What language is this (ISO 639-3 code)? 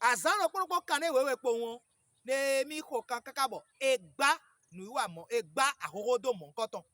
fon